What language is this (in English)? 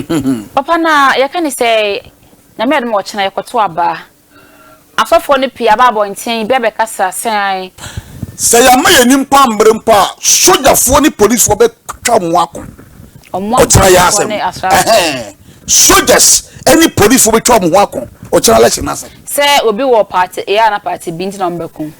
Akan